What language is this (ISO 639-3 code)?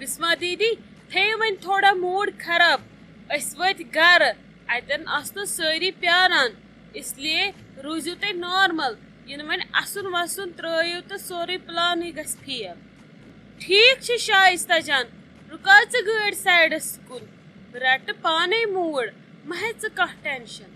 kas